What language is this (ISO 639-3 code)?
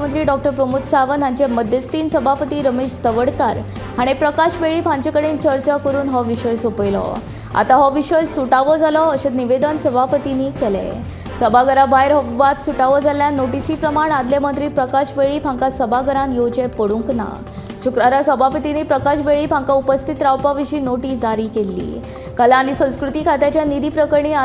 kok